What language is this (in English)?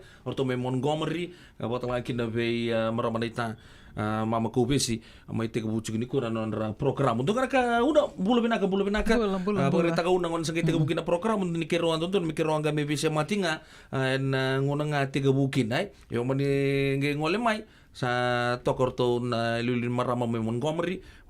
Fijian